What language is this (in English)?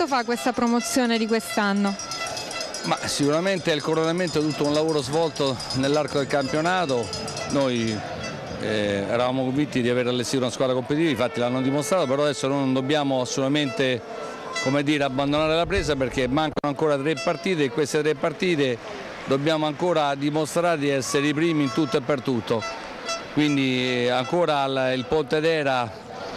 Italian